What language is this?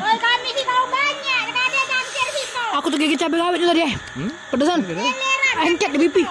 Musi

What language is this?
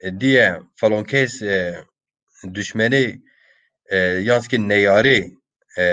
Zaza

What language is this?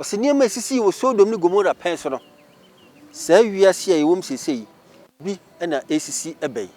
Akan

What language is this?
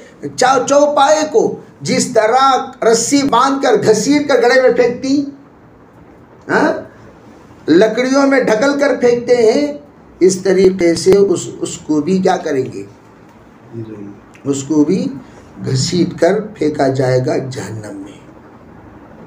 Urdu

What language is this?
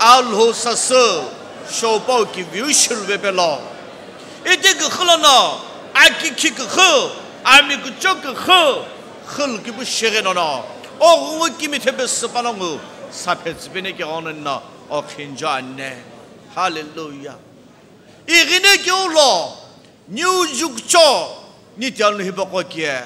Sumi Naga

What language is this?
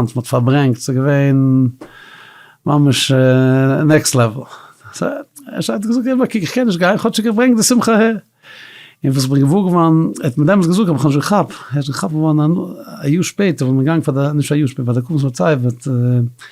Yiddish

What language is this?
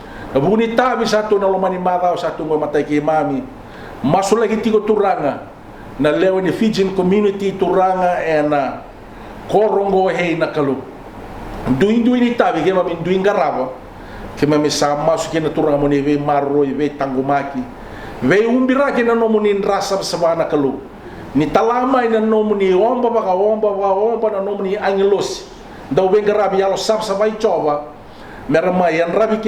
Fijian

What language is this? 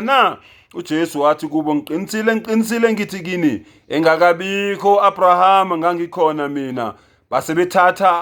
Zulu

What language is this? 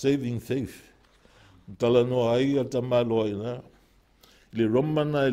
Samoan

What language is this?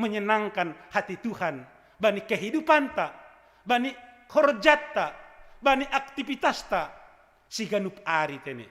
Batak Simalungun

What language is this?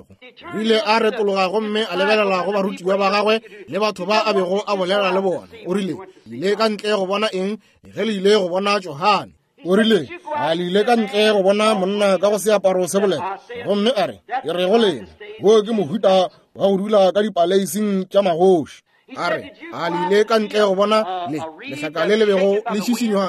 Northern Sotho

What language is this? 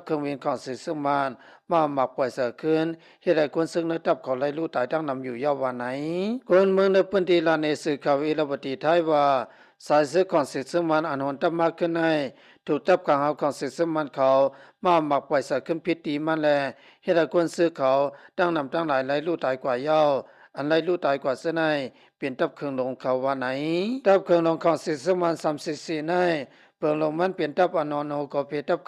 Shan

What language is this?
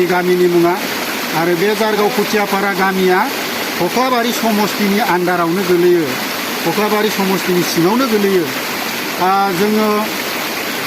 Bodo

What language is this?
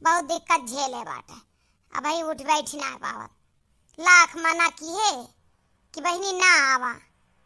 Awadhi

